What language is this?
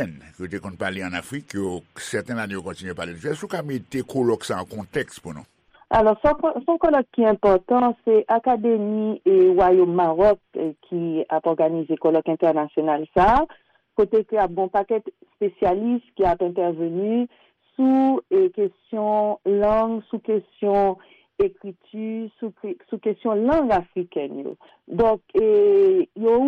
Haitian Creole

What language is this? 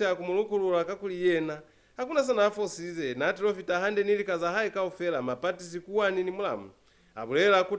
Lozi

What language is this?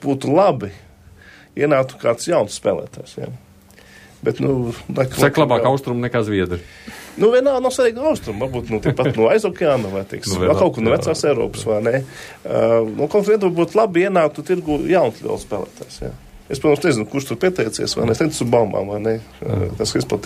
Latvian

